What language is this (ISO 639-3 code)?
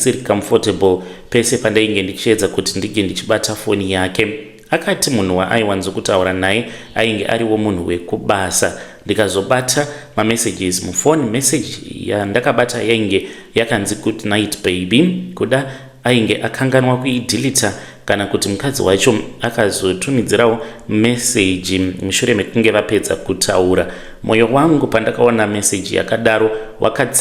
sna